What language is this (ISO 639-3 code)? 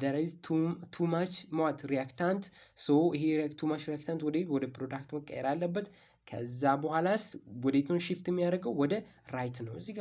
amh